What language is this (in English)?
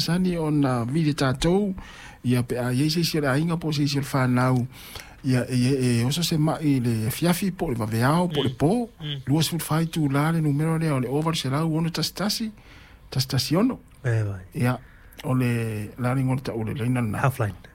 Samoan